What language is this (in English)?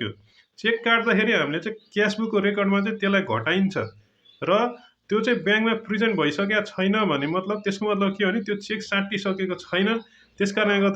Nepali